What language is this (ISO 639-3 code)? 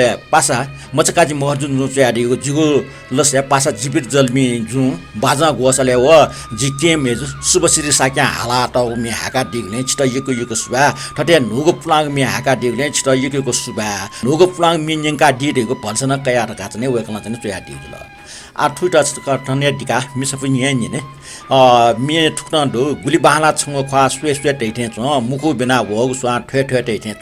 new